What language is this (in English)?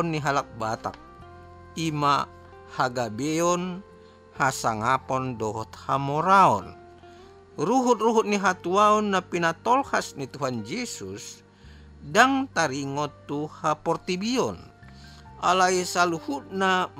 Batak Toba